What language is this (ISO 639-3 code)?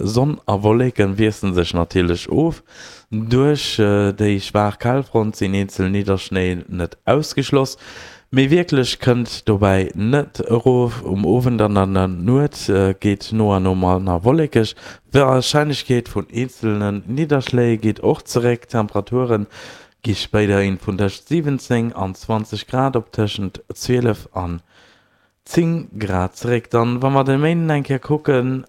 ltz